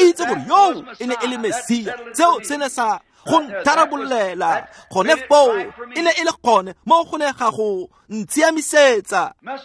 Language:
Tswana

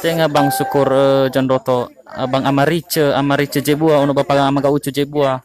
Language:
Nias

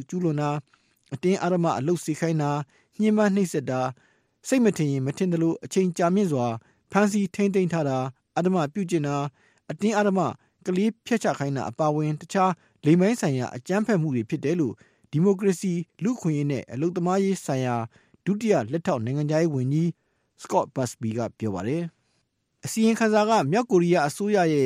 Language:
Burmese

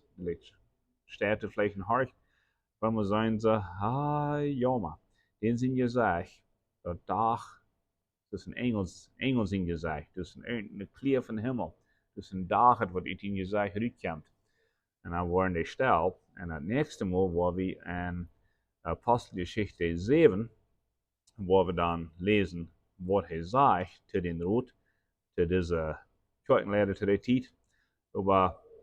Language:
Plautdietsch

